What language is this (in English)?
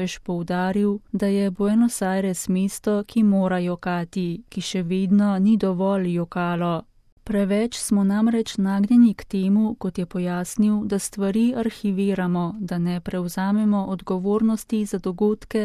Slovenian